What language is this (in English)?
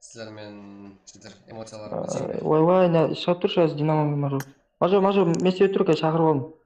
Kara-Kalpak